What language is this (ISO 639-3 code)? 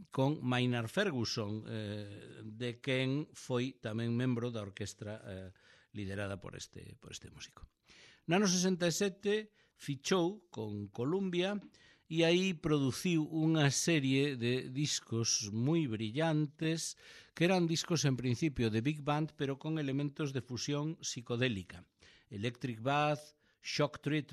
glg